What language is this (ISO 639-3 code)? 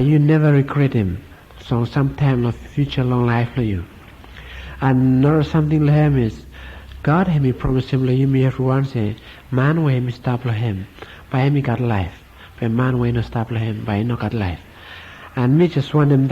bis